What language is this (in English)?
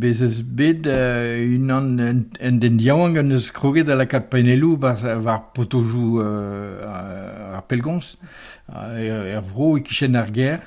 Breton